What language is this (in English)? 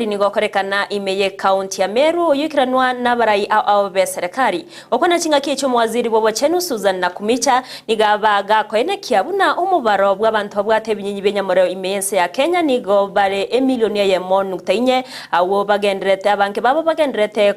Gusii